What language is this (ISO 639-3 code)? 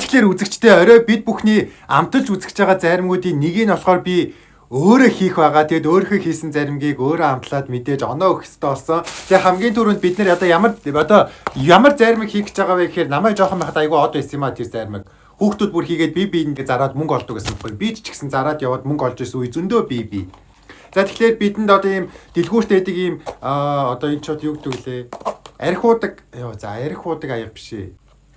mon